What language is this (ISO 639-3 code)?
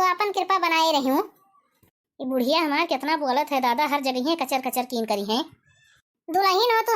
awa